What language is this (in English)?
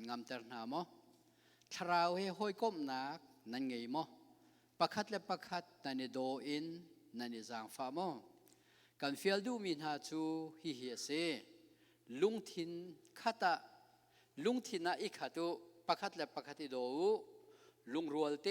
Hakha Chin